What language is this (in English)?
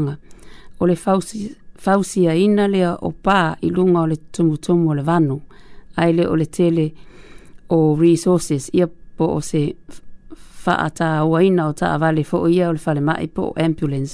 Samoan